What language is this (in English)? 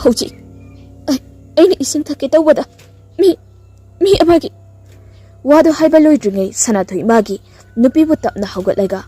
Manipuri